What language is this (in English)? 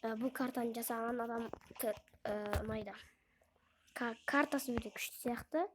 Kazakh